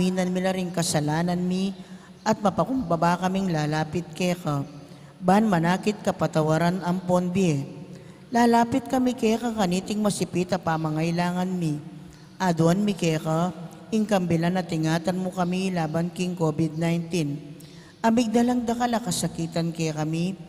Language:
Pampanga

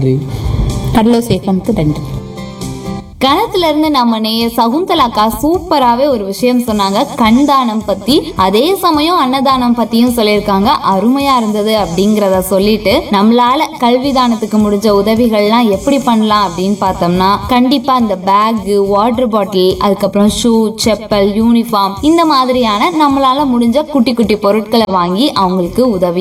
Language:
Tamil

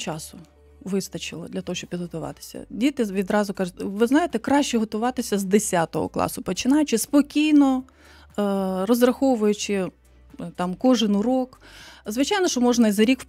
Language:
Ukrainian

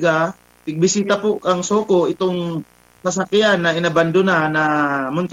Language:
Bikol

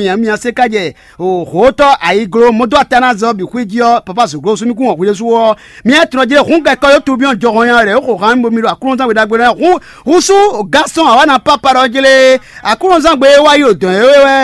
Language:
Fon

